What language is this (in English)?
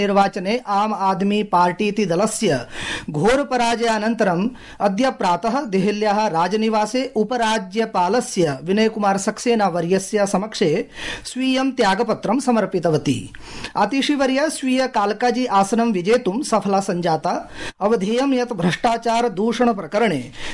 Sanskrit